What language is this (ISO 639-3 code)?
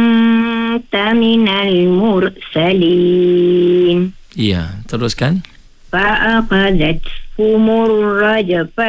msa